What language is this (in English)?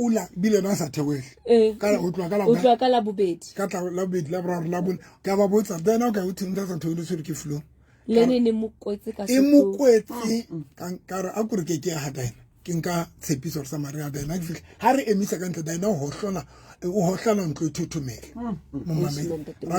Southern Sotho